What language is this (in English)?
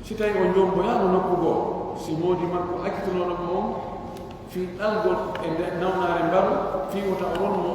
Pular